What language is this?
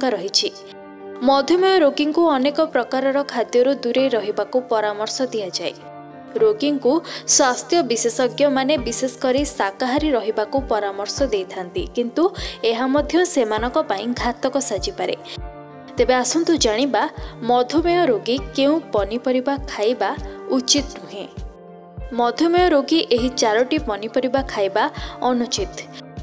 Odia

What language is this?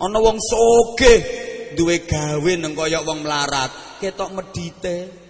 Javanese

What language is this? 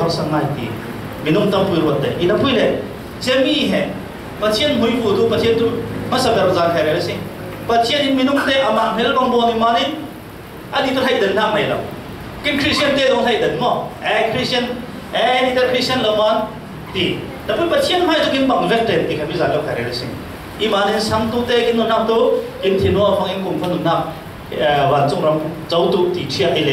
Falam Chin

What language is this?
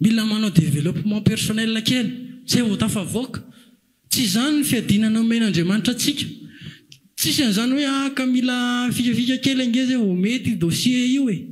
Malagasy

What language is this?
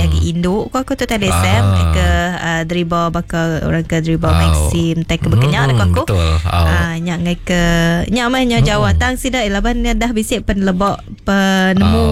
Iban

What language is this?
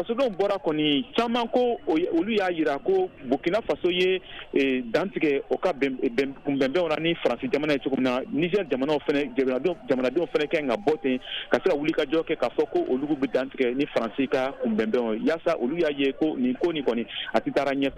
Bambara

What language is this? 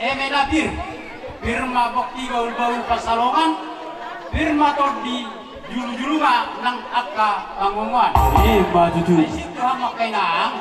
Batak Toba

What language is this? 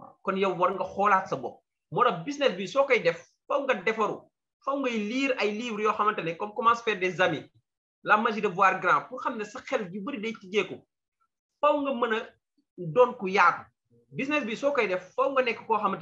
Wolof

